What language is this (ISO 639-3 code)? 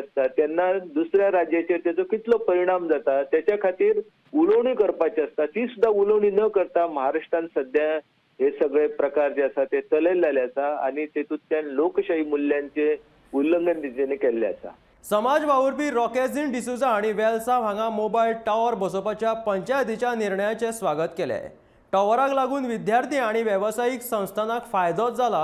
kok